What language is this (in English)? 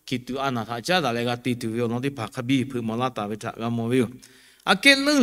Lahu